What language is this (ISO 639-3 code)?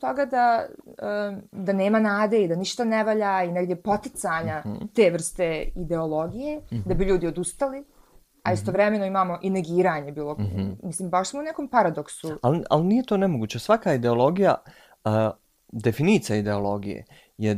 bos